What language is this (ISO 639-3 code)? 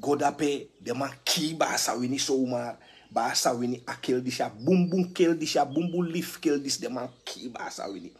srn